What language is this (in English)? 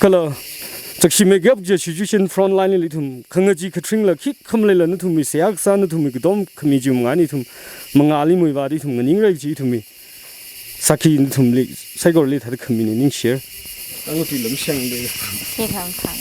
Tangkhul Naga (India)